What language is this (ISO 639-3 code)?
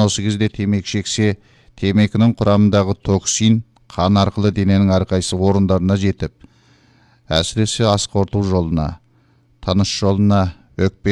kaz